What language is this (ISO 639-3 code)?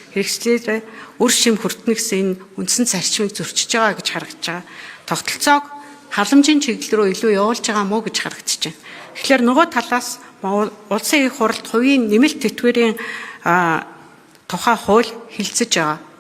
mon